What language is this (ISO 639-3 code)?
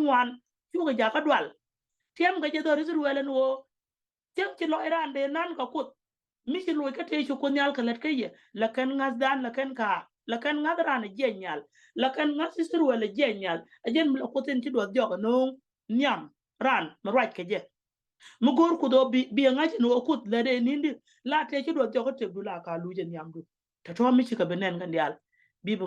nus